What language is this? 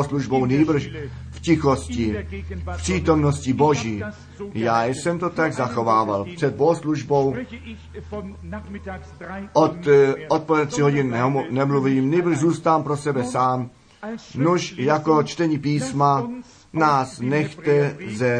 Czech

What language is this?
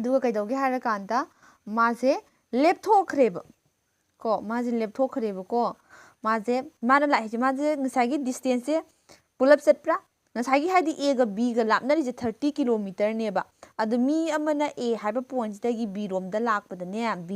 Manipuri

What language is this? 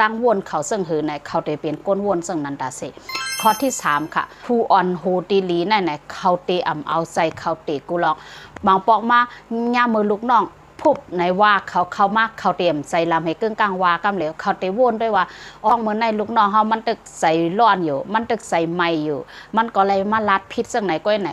Shan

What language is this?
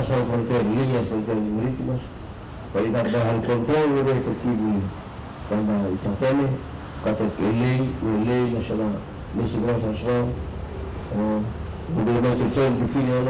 Tetum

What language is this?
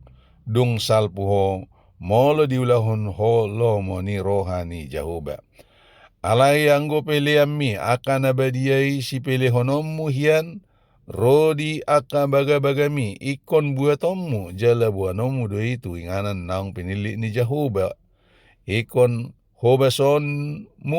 Batak Toba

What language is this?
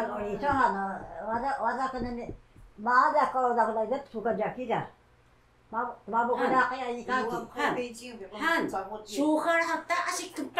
Taroko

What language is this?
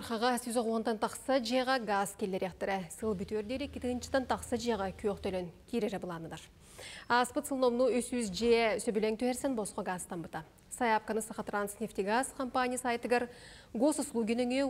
Yakut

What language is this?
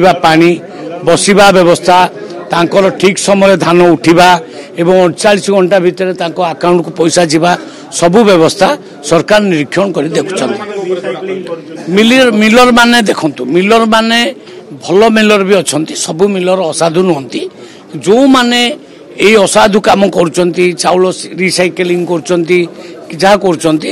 Odia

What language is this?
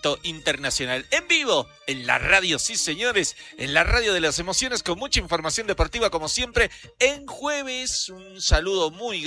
Spanish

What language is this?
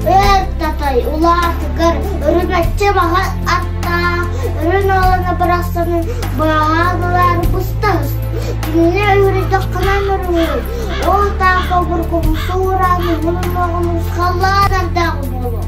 Yakut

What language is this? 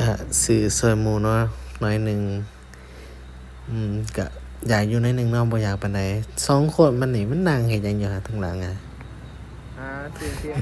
Lao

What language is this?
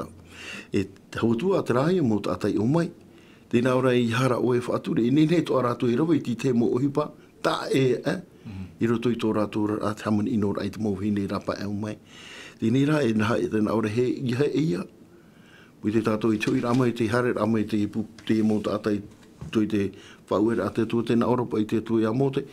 Tahitian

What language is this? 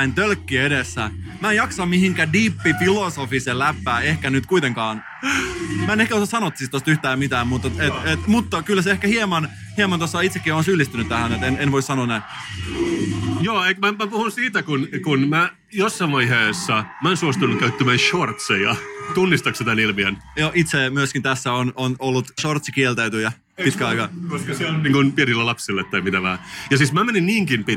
Finnish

